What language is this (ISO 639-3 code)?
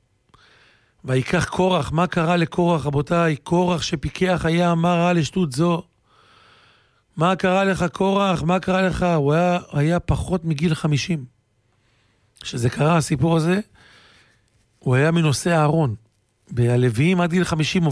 heb